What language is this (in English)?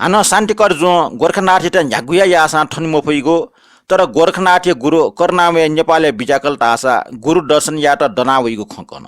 Newari